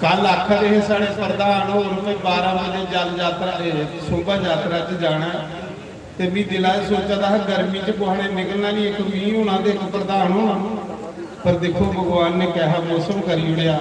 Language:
Dogri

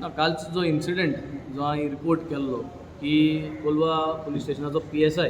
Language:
Konkani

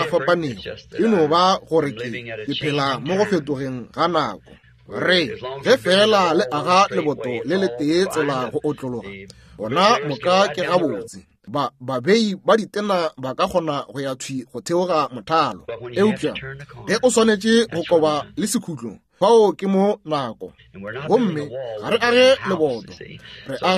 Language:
Northern Sotho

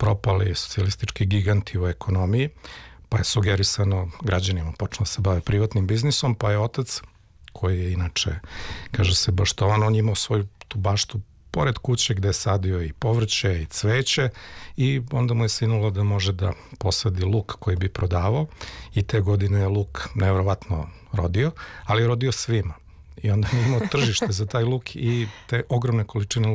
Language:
Serbian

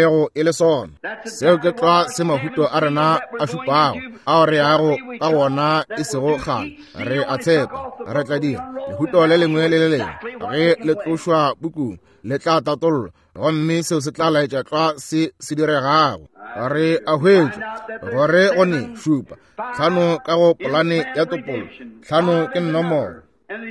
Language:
Northern Sotho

